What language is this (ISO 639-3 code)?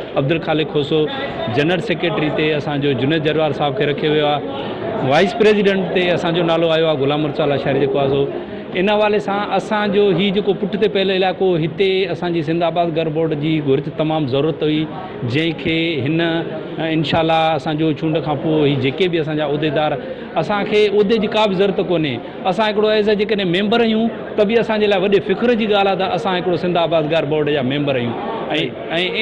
snd